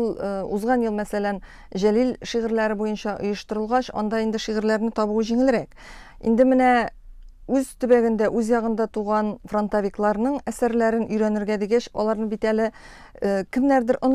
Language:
Tatar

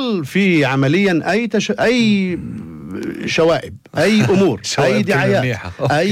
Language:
North Levantine Arabic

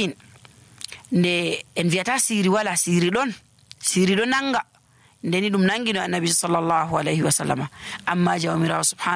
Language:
Nigerian Fulfulde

